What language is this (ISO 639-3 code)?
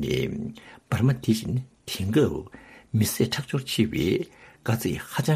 bod